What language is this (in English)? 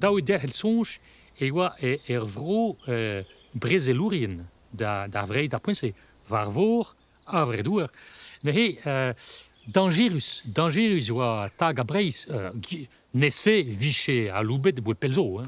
Breton